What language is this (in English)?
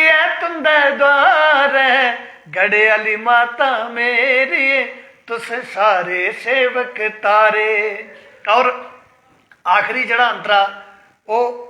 Dogri